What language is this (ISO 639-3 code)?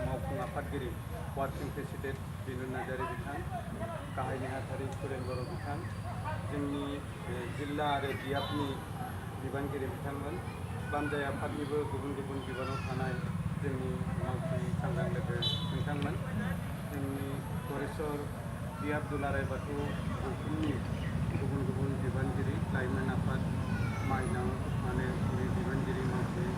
brx